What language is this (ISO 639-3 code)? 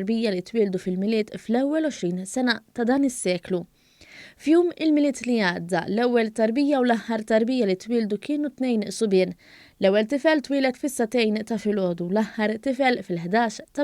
mlt